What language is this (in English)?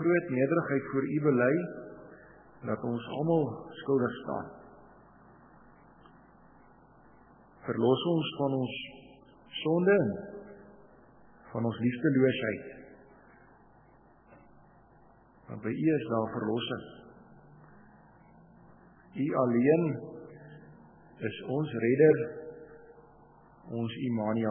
Afrikaans